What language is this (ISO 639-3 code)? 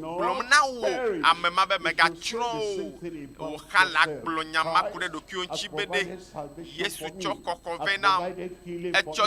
ewe